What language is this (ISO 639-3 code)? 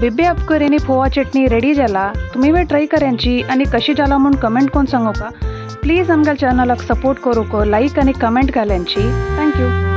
kok